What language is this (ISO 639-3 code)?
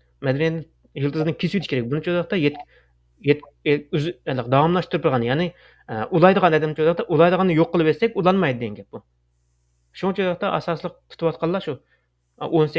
uig